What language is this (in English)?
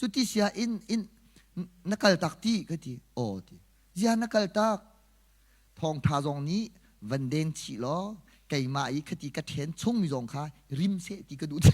Hakha Chin